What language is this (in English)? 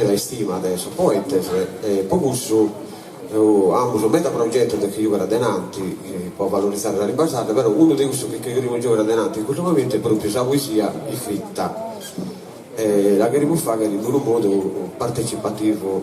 Sardinian